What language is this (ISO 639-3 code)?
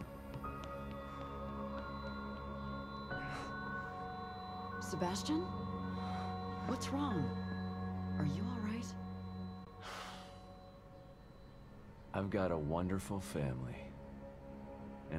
eng